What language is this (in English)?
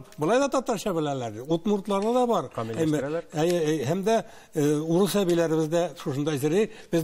Tatar